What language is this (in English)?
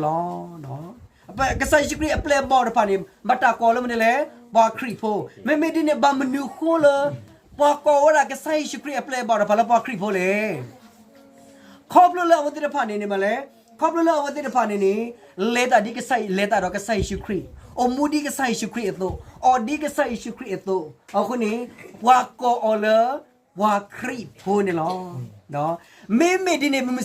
S'gaw Karen